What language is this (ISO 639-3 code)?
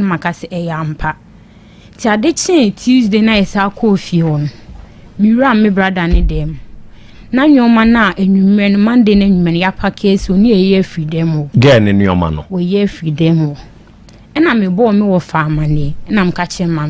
aka